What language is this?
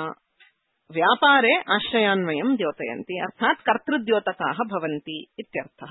Sanskrit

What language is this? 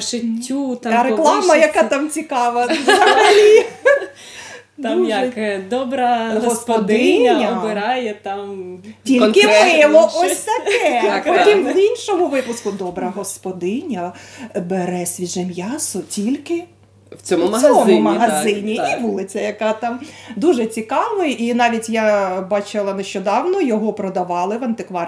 Ukrainian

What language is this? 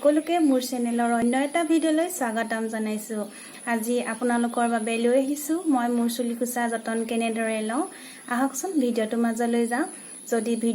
Assamese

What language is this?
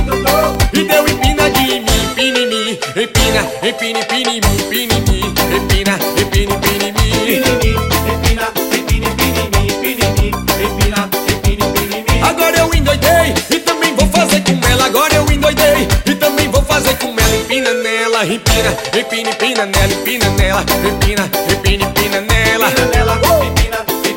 Portuguese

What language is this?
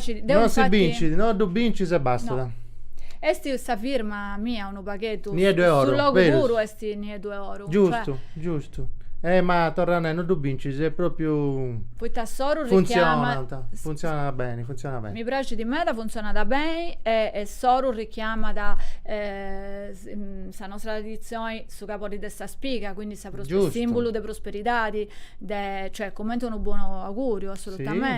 Sardinian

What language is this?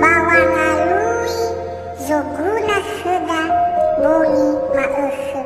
Nias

